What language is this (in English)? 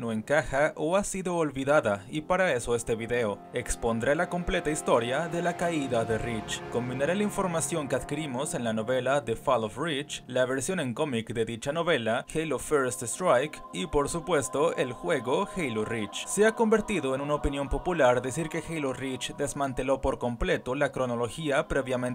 Spanish